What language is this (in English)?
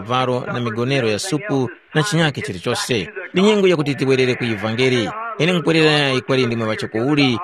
Tumbuka